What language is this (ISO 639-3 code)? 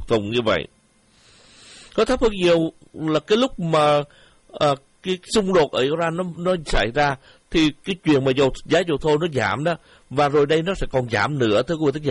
vie